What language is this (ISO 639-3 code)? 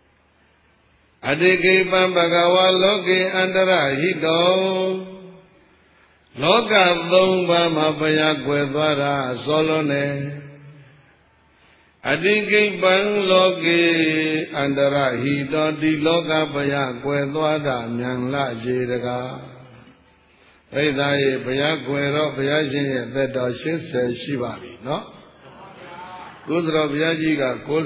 mya